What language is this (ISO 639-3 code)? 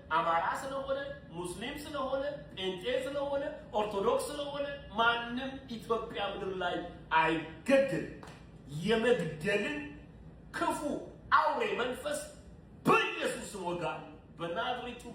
amh